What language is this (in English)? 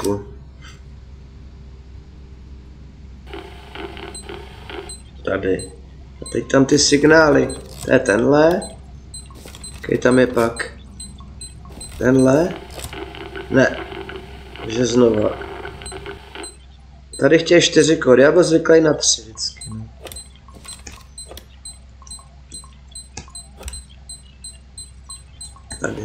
Czech